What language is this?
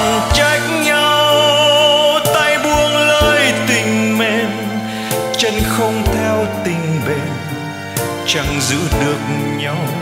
Vietnamese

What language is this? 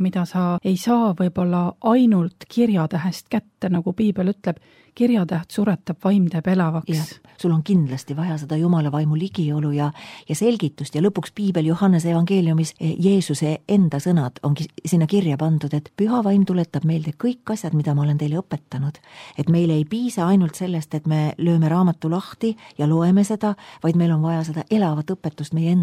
Estonian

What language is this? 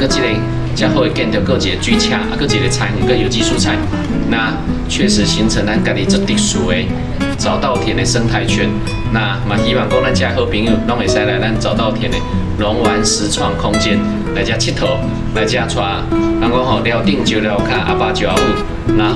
Min Nan Chinese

